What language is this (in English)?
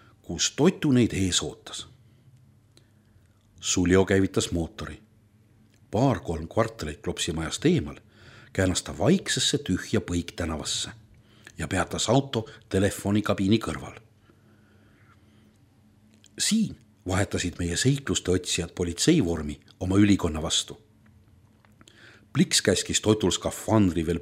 Estonian